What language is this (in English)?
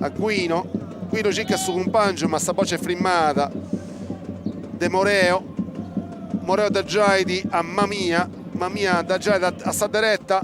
Sardinian